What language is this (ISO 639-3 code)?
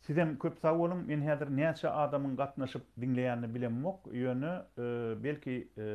tuk